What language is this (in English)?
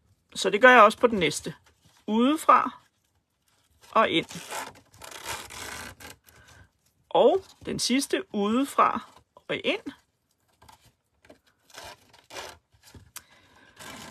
Danish